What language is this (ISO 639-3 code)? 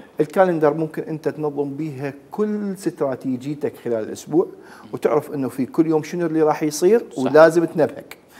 acm